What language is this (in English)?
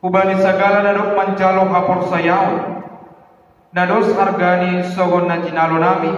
Batak Simalungun